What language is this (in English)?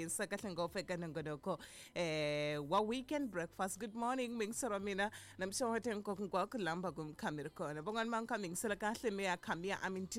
Tsonga